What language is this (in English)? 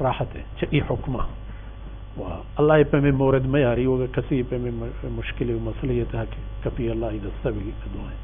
Baluchi